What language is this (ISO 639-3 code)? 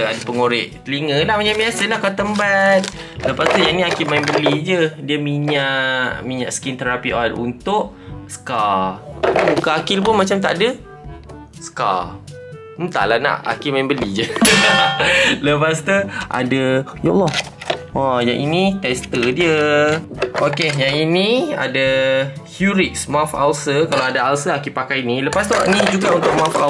msa